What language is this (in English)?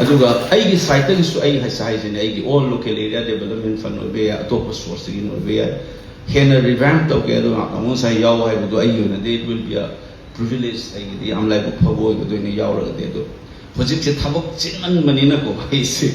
Manipuri